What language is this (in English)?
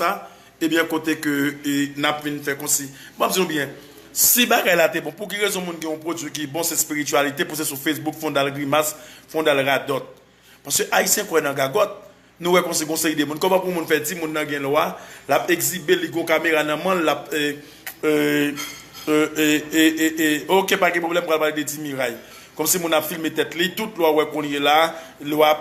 Haitian Creole